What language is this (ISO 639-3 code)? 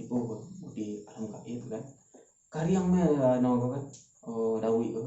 min